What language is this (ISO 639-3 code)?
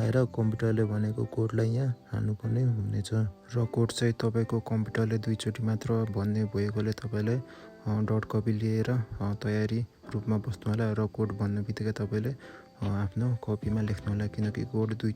nep